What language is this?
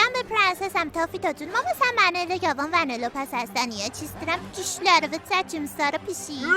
South Azerbaijani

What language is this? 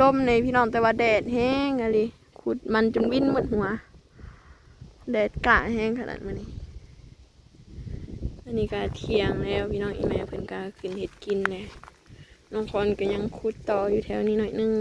Lao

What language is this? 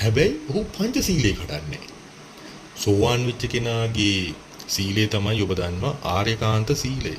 Sinhala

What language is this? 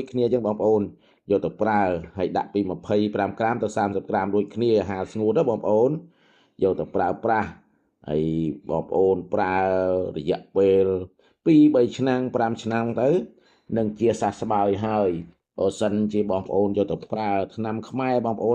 Khmer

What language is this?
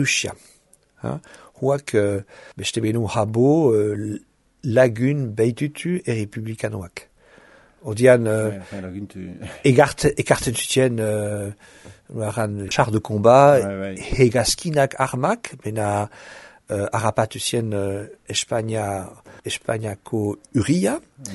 Basque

